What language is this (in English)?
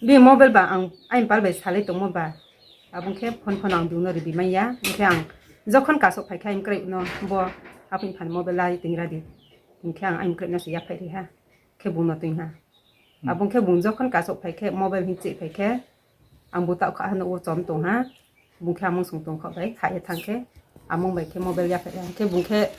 Riang (India)